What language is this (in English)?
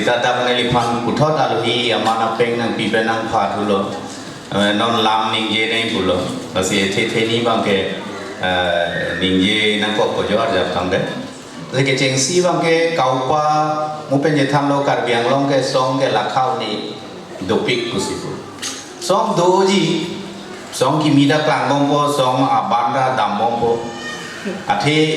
Karbi